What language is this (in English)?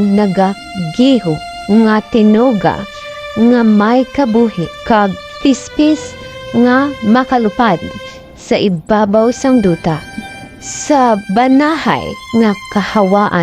Hiligaynon